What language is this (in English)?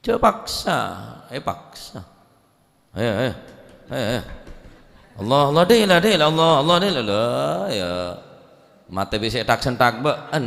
Madurese